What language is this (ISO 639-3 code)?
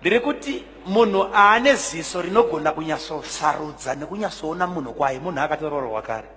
sna